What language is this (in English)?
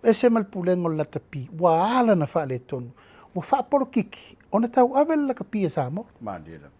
Samoan